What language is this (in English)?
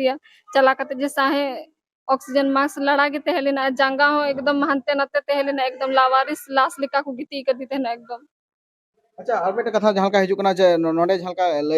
Santali